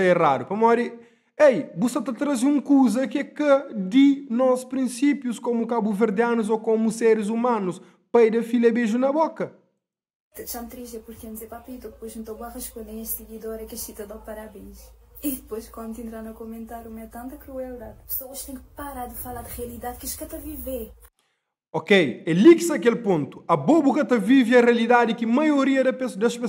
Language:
Kabuverdianu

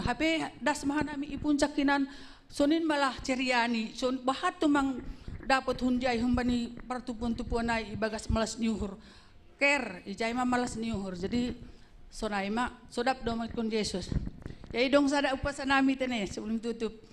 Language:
Batak Simalungun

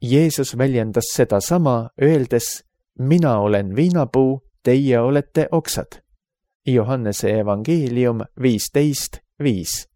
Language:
Estonian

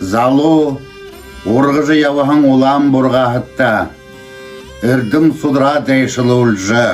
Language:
Buriat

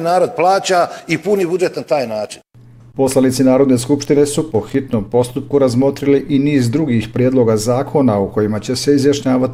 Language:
Bosnian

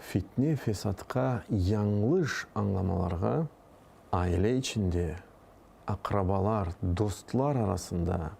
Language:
Crimean Tatar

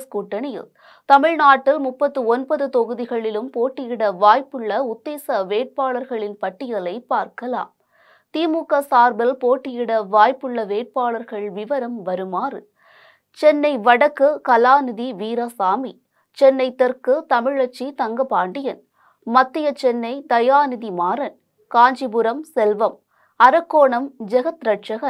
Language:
Tamil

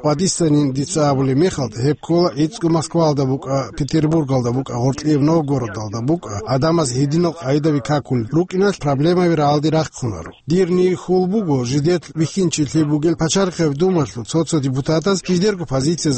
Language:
Avaric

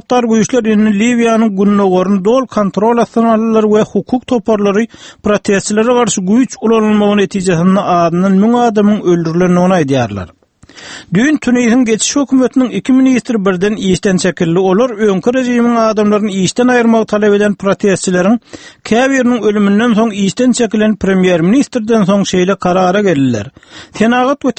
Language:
Turkmen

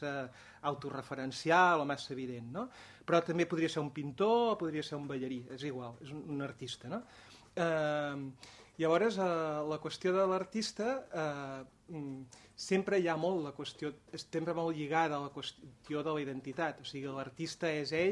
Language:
Catalan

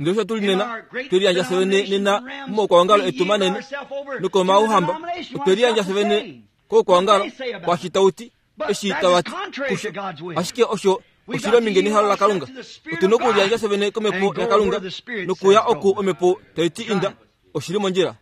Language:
Kuanyama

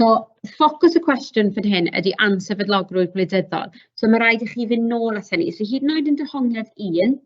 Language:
Welsh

